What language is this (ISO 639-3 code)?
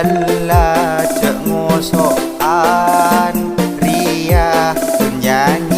mad